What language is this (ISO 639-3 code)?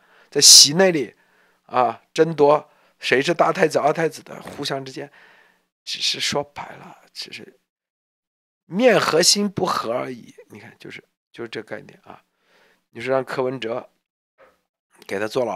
zho